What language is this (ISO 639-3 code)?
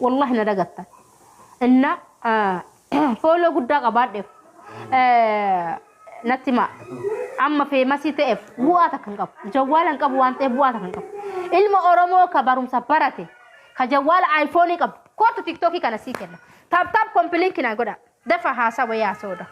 orm